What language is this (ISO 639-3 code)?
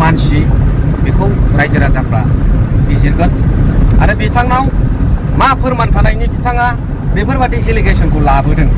brx